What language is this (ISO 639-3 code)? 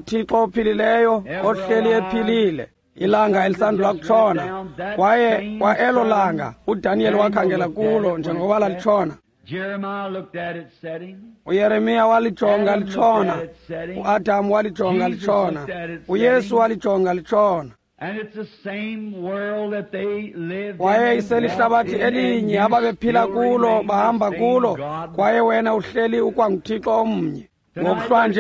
xho